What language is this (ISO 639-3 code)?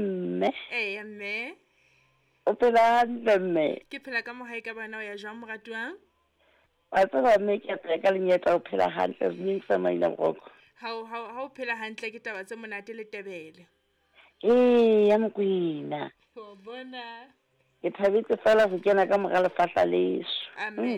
sot